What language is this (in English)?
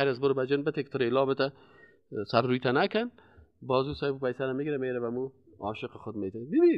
Persian